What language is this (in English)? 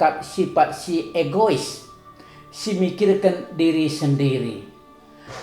Batak Karo